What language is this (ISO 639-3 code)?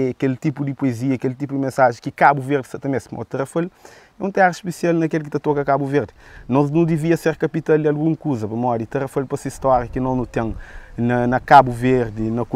kea